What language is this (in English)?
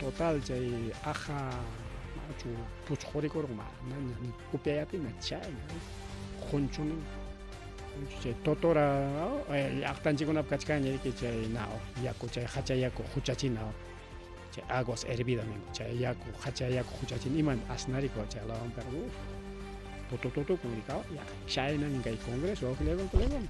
Ayacucho Quechua